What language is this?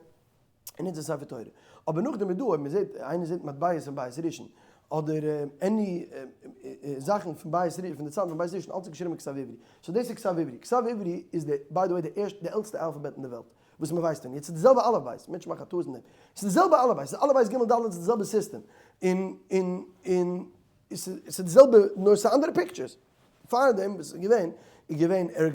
Yiddish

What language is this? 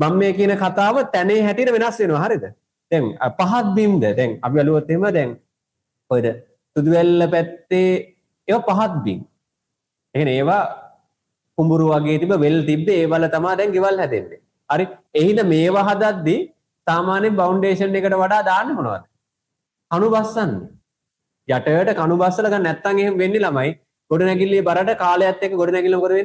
Sinhala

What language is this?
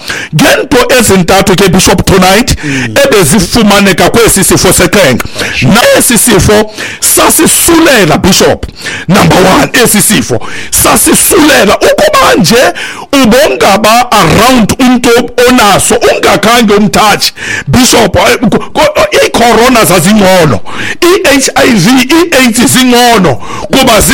Xhosa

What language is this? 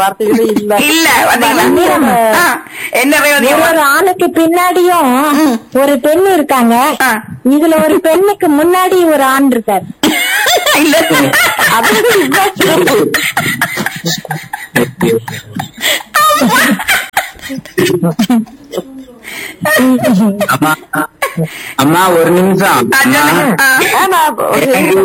Tamil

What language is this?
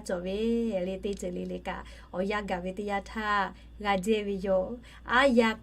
Lahu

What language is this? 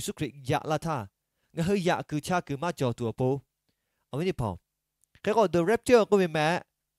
Lahu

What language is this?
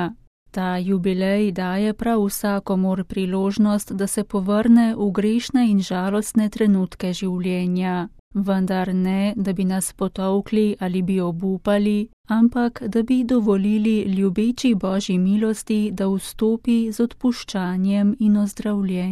Slovenian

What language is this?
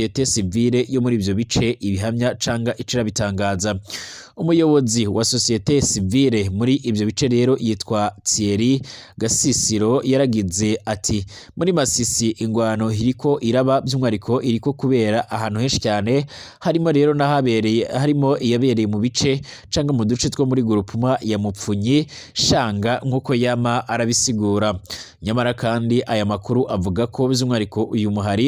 Rundi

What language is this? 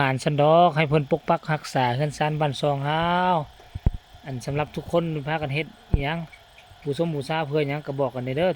Lao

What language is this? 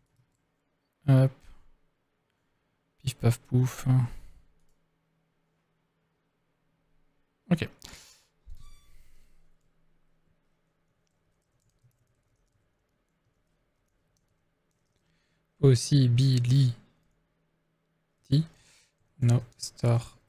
French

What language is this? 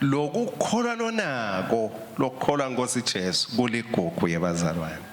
Swati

